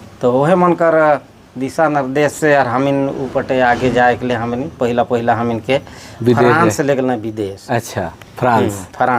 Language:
Sadri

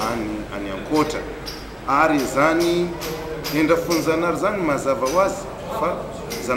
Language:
Malagasy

